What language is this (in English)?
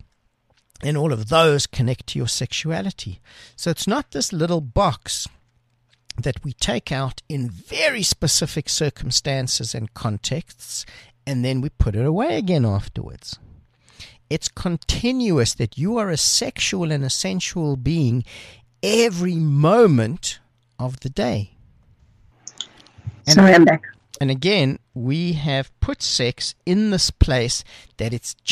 English